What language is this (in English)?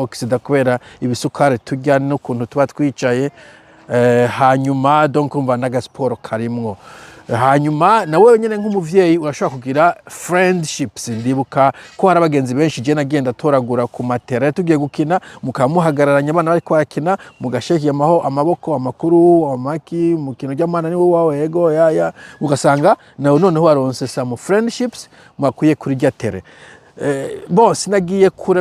Rundi